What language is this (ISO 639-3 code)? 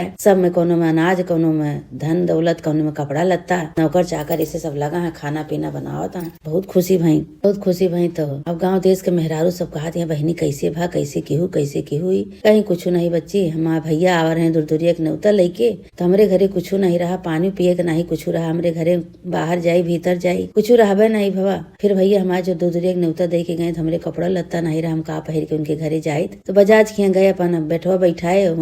awa